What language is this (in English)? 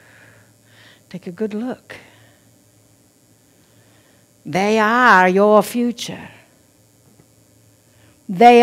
English